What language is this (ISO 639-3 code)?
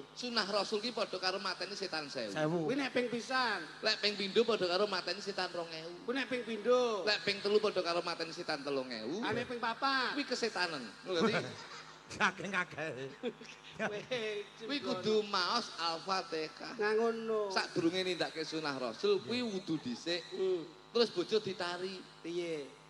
jav